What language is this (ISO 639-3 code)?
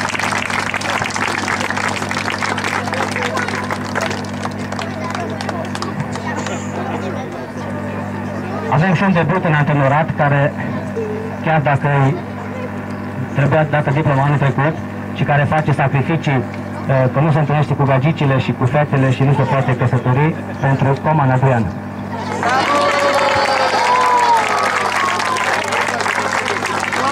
ron